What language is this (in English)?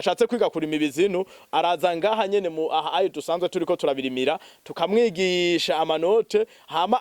Rundi